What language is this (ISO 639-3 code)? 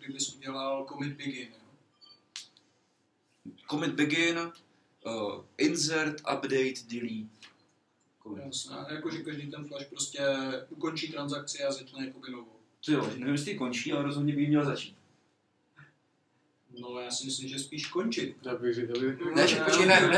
ces